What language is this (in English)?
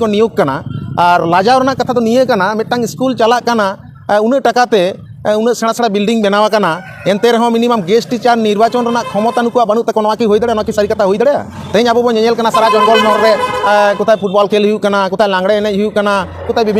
Santali